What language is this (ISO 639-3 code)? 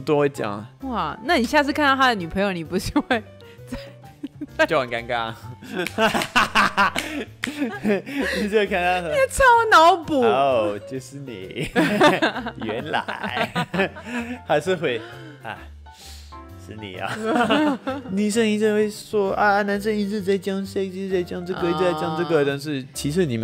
zho